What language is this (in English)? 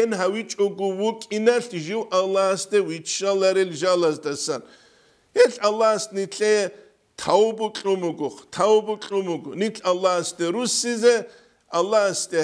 Avaric